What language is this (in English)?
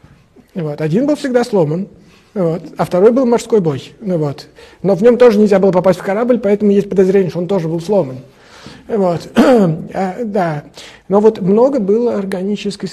Russian